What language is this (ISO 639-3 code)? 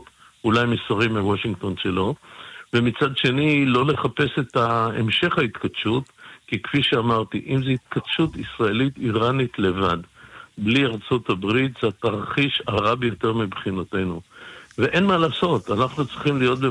heb